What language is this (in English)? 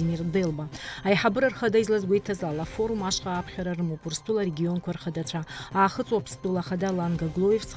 Abkhazian